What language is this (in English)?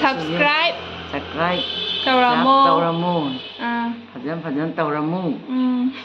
Manipuri